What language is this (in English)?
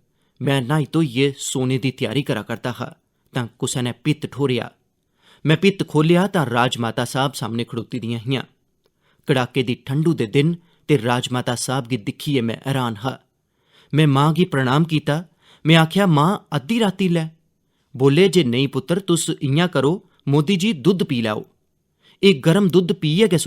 Dogri